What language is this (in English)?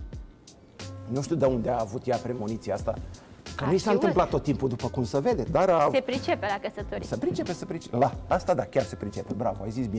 Romanian